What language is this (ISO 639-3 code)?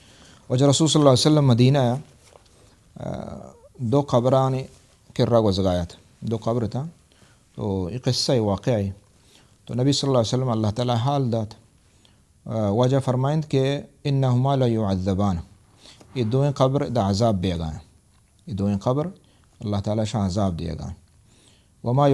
bal